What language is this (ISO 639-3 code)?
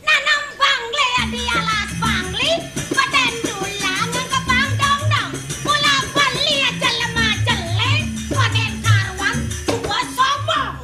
ban